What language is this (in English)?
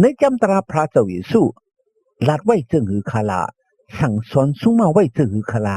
Shan